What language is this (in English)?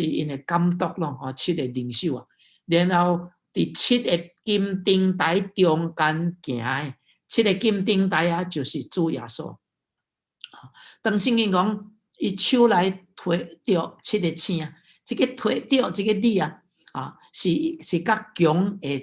Min Nan Chinese